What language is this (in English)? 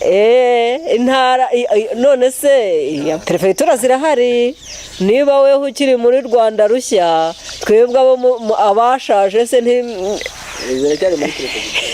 Kinyarwanda